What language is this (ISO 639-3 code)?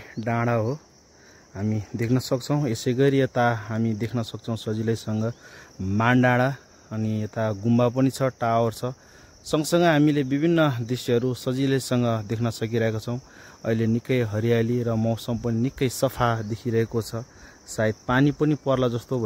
nep